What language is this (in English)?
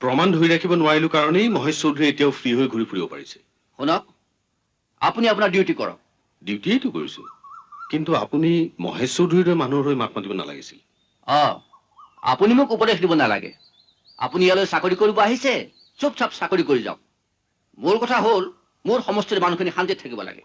Assamese